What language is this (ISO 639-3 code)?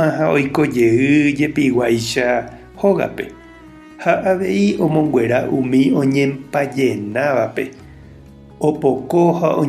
grn